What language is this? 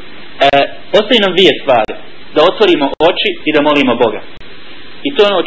Bosnian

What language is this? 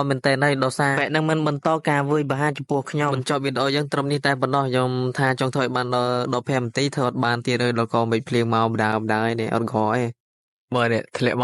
Khmer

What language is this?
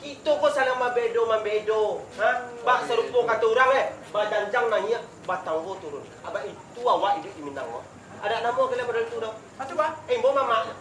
Minangkabau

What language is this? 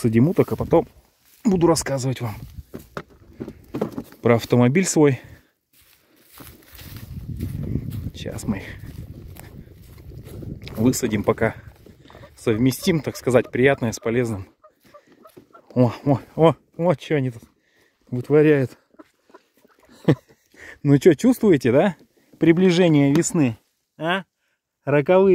Russian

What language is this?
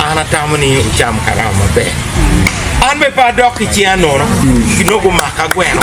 Acoli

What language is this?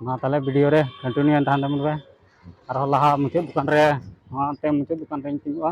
Santali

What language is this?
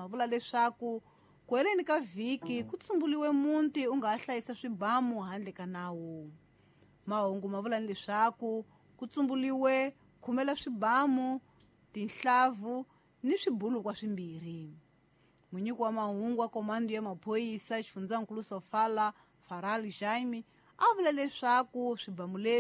Tsonga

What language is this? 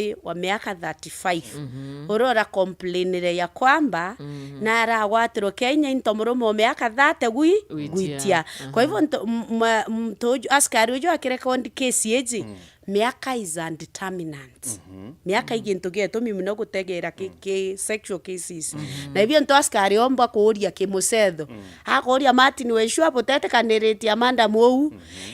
Meru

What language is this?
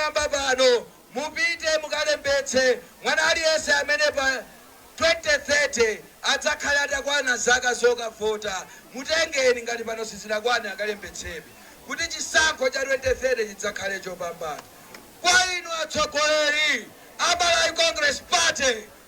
Nyanja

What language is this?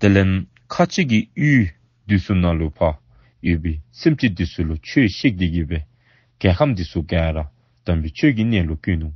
Dzongkha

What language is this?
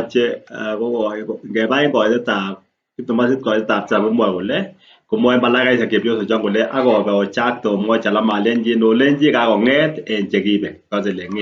Kalenjin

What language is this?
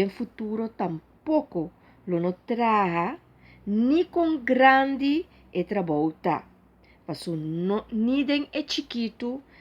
Papiamento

